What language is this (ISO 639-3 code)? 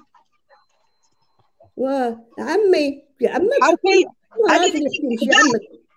arq